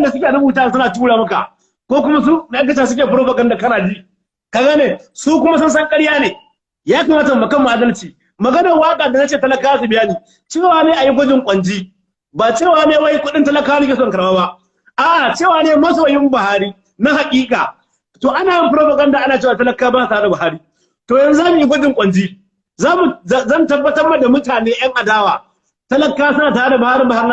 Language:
Hausa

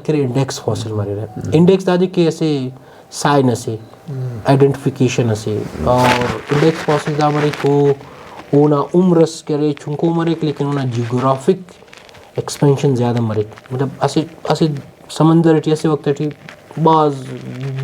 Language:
Brahui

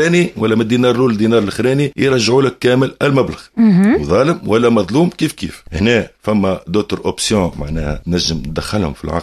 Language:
Tunisian Arabic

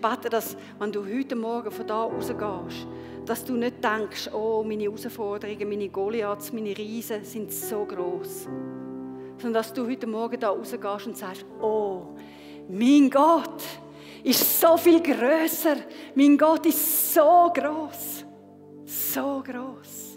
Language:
Swiss German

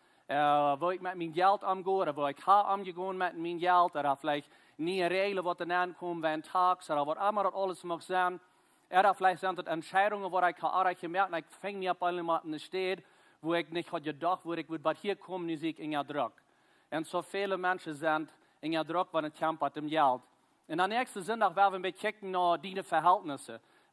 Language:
Plautdietsch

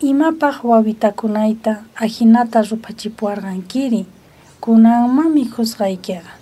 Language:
South Bolivian Quechua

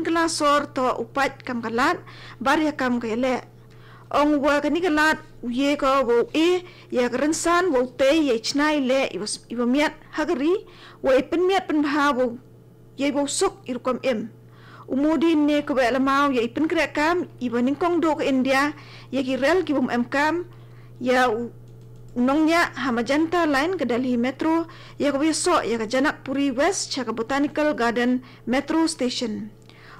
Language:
Khasi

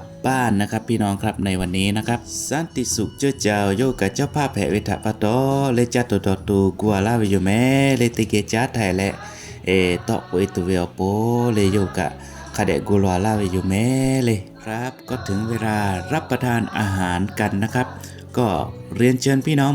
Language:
Lahu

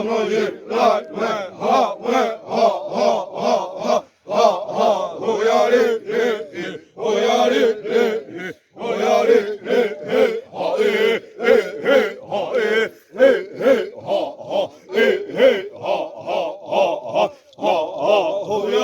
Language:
Xavánte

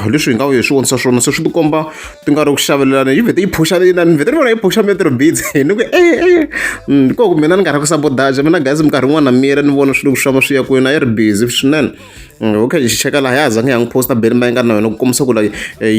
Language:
Tsonga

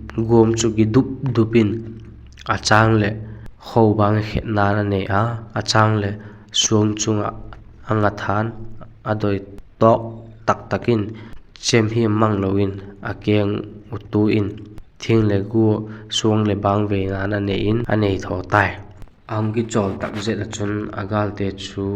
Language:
Vaiphei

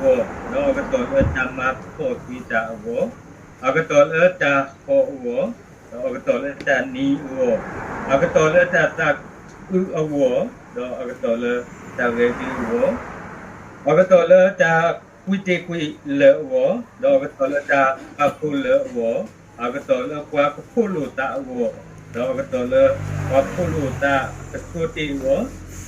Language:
S'gaw Karen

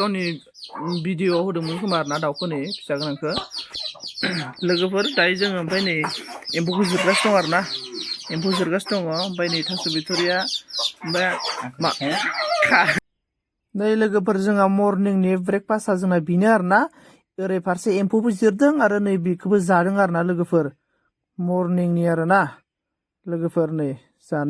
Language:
Bodo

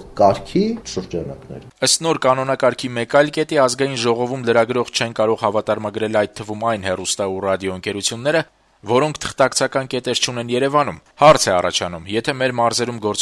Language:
Armenian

